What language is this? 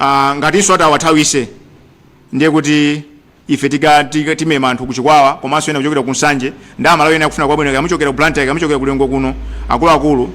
Nyanja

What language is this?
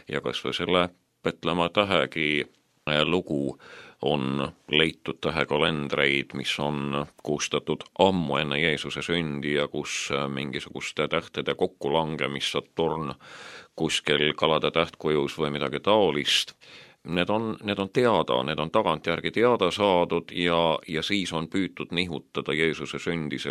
Estonian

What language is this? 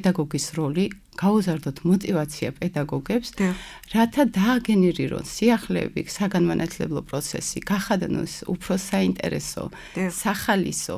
Georgian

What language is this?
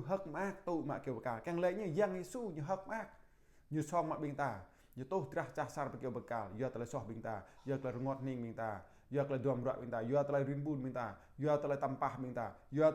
Jarai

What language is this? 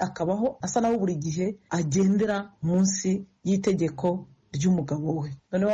Kinyarwanda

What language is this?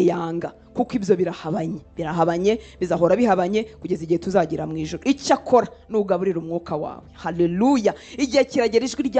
Kinyarwanda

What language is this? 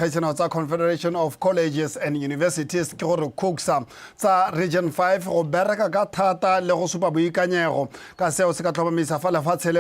Tswana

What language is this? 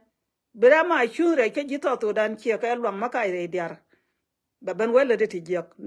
Nuer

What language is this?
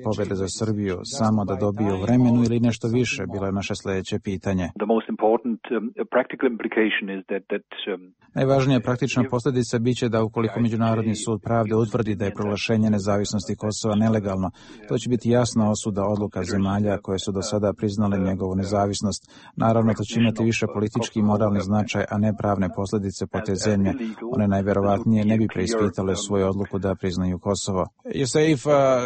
Serbian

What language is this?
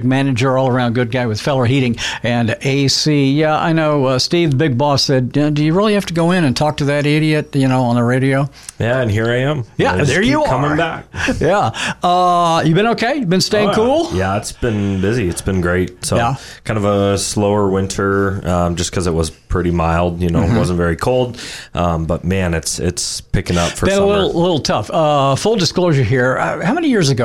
English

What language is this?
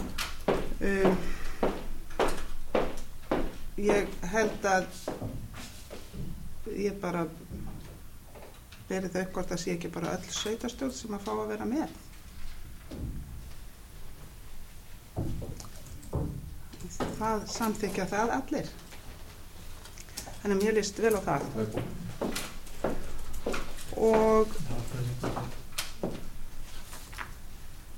Icelandic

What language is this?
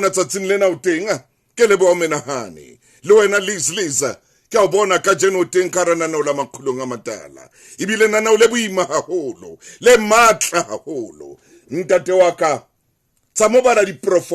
Southern Sotho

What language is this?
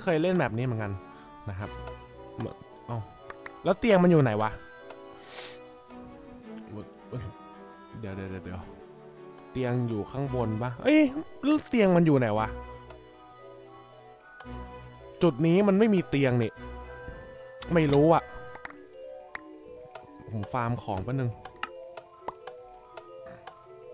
Thai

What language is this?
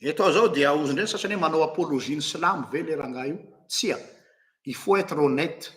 Malagasy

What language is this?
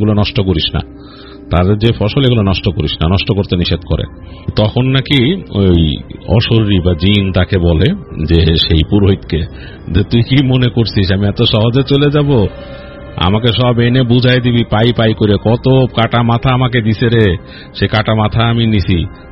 Bangla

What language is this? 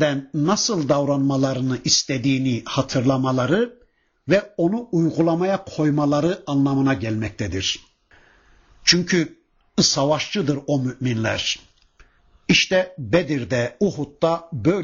Turkish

